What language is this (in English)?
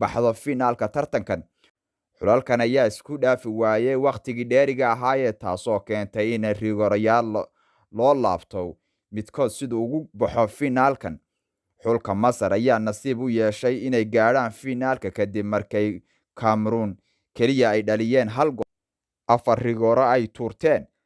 Somali